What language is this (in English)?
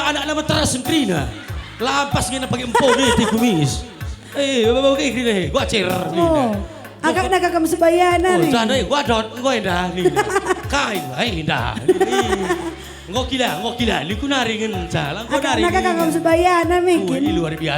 Batak Karo